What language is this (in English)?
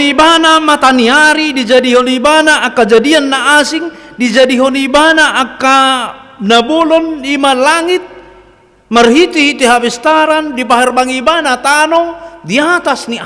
Batak Toba